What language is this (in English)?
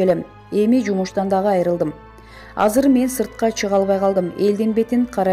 Kyrgyz